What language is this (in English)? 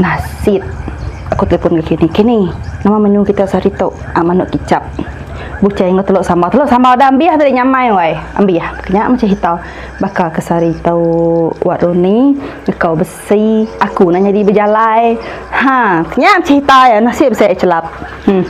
Iban